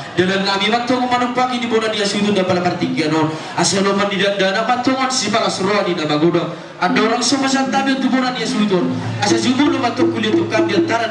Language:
Batak Toba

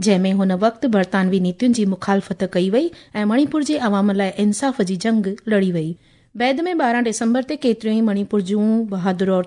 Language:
Sindhi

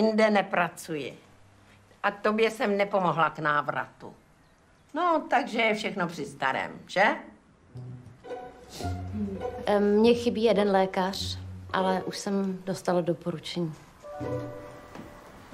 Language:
Czech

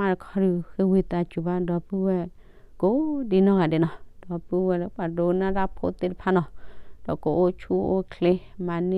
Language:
S'gaw Karen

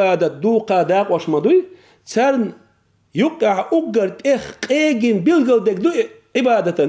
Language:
Chechen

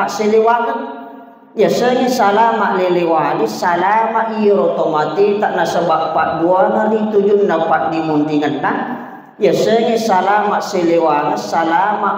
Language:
Buginese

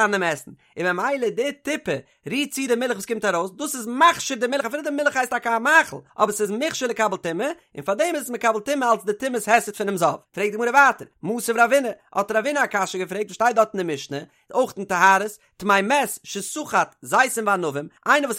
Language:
Yiddish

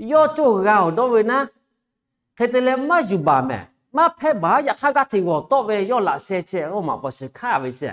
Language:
Lahu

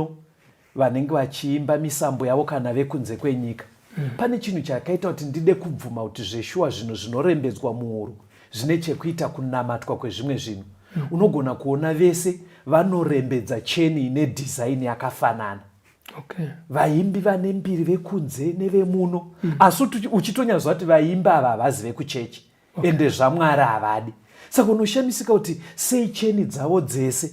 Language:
Shona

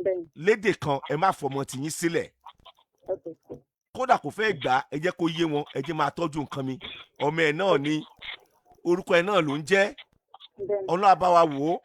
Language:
Yoruba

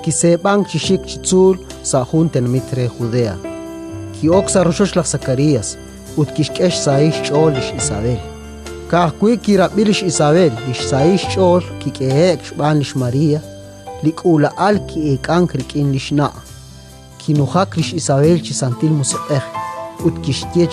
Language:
Kekchí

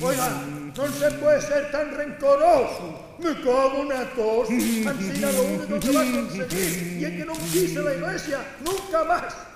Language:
Asturian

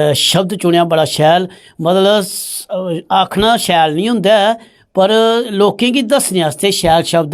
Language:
Dogri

